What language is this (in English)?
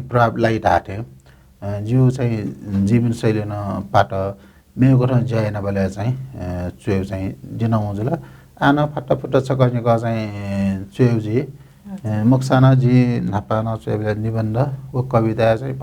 Newari